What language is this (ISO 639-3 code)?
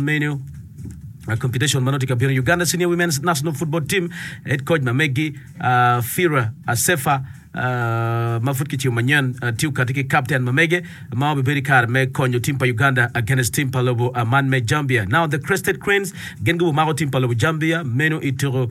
ach